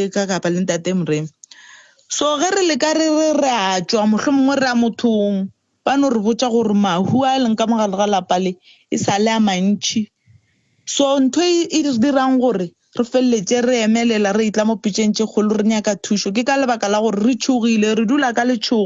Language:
Northern Sotho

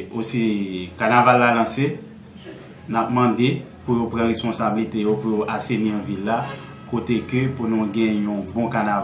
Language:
Haitian Creole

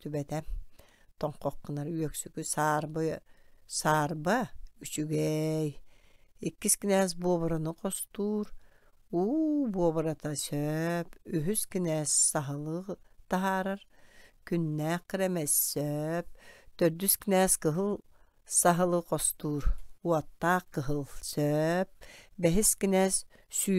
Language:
Yakut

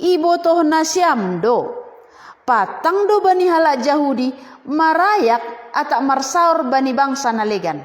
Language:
Batak Simalungun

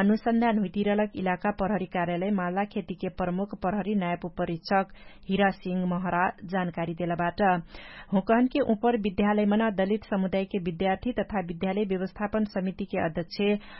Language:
Dangaura Tharu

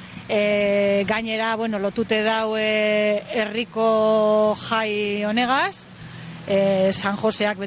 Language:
Basque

